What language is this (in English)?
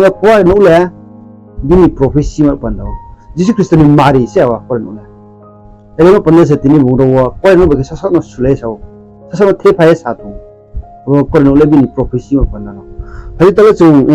Riang (India)